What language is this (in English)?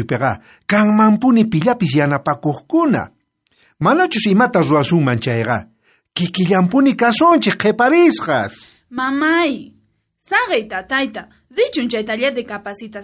South Bolivian Quechua